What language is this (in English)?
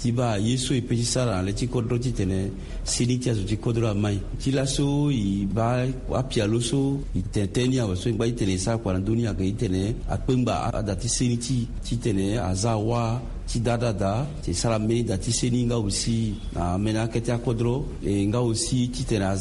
Sango